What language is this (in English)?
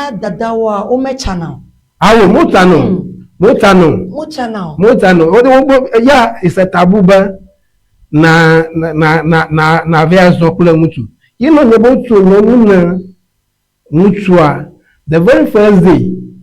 Ewe